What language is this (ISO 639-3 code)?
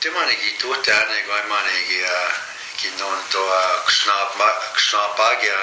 crk